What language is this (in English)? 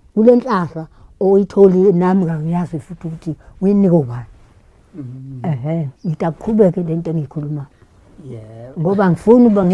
Zulu